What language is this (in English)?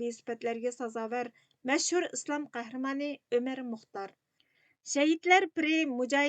Uyghur